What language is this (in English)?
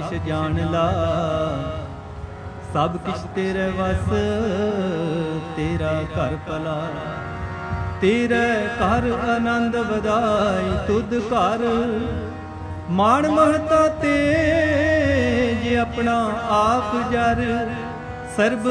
Punjabi